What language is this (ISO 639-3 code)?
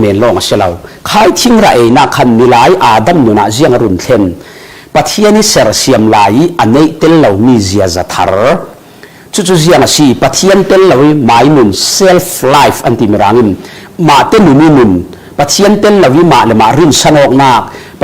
cfm